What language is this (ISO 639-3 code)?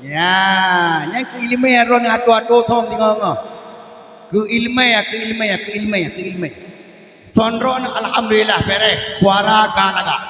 ace